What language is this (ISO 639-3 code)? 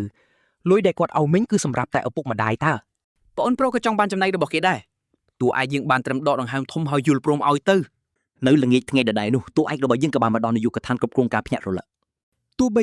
khm